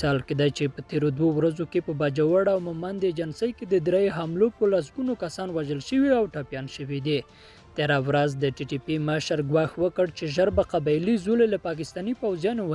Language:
Pashto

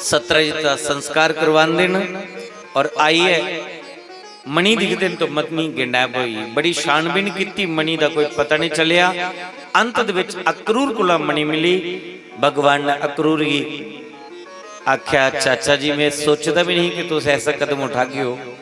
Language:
Dogri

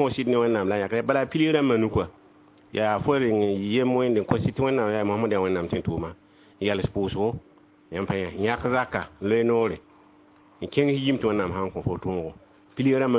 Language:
Mossi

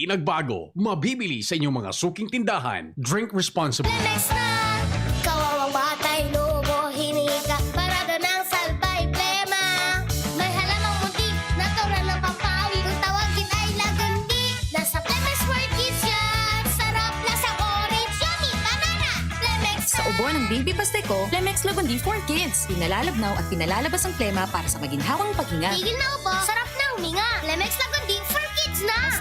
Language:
Bikol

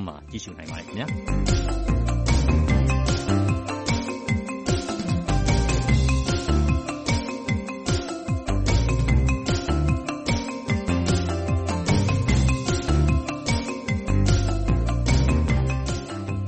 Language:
Burmese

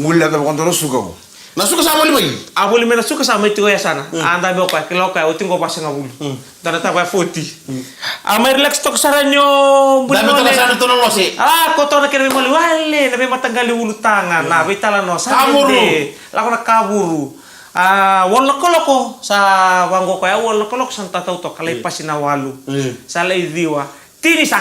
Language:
Fijian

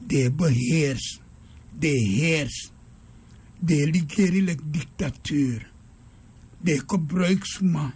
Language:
Sranan Tongo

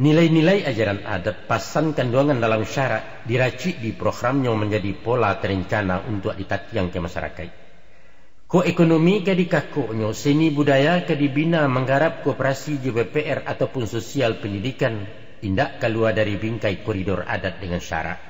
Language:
Minangkabau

